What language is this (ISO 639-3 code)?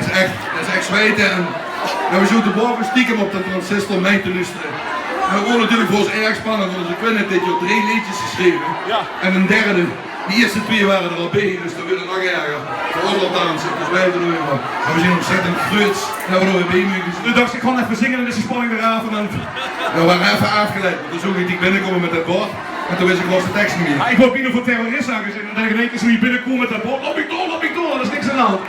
lim